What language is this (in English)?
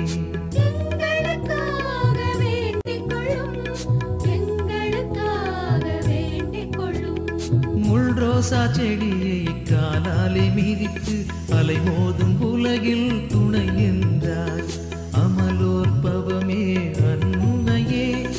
Tamil